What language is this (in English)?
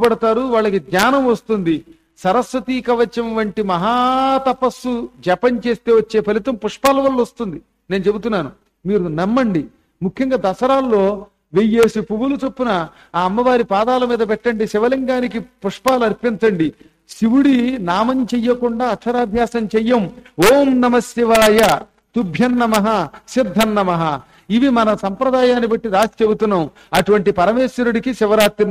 Telugu